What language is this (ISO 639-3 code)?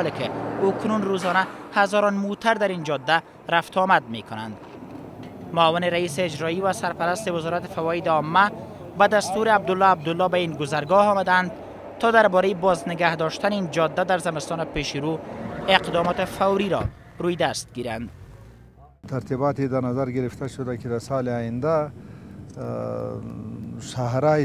fas